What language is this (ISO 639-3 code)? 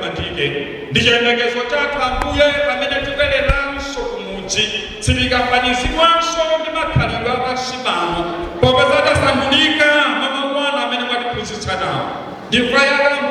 nya